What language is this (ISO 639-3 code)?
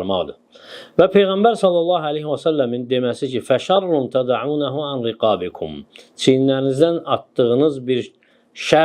aze